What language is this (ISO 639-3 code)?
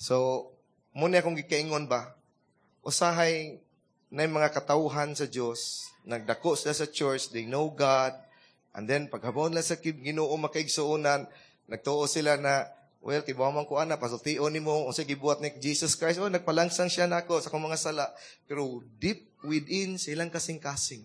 ceb